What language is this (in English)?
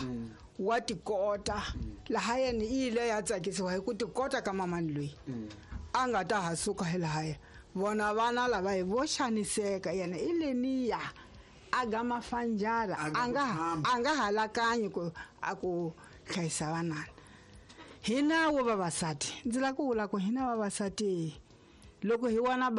Tsonga